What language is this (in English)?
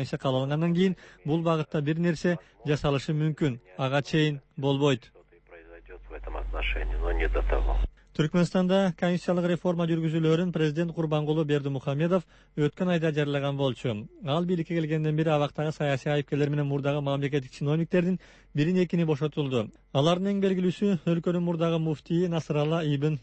Kyrgyz